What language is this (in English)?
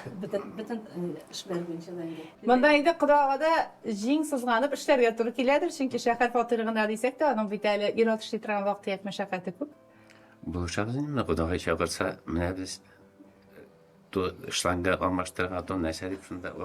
Tatar